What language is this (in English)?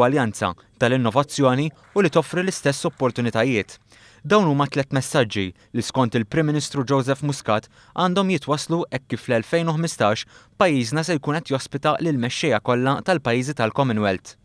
Maltese